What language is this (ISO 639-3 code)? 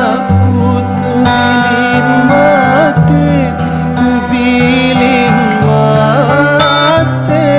sas